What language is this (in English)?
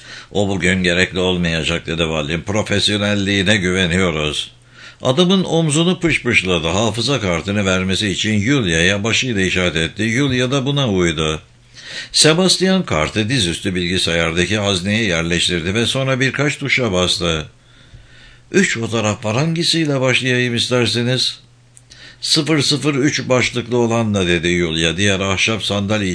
Turkish